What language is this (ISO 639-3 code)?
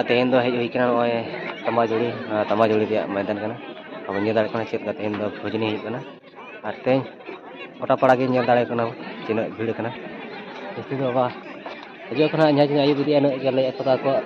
sat